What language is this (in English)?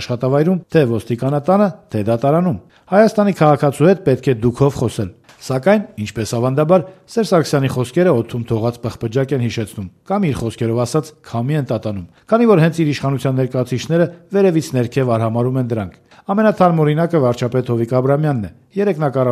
Armenian